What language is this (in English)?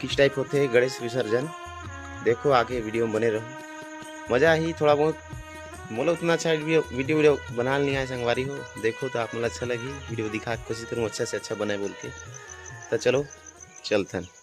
Chhattisgarhi